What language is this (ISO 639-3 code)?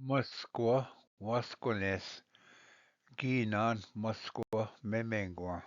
oji